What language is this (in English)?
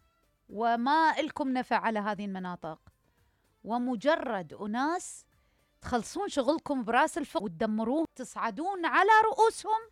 Mesopotamian Arabic